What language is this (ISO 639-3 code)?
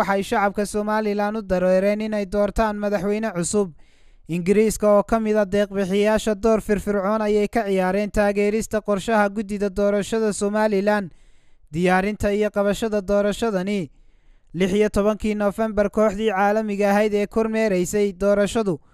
som